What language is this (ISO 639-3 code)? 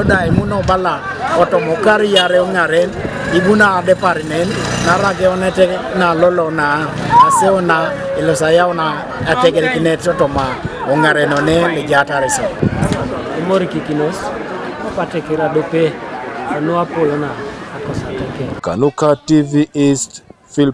teo